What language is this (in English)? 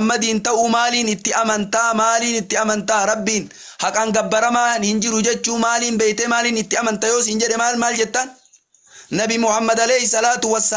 Oromo